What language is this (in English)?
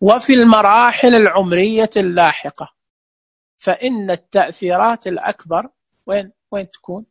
Najdi Arabic